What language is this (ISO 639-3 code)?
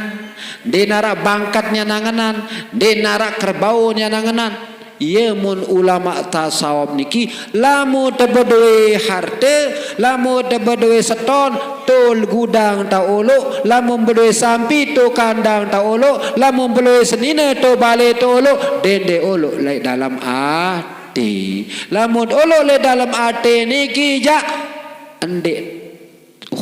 sas